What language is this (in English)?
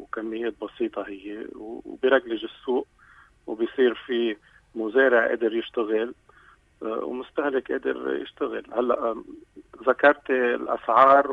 North Levantine Arabic